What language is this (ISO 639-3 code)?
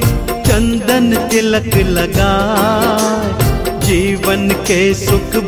hin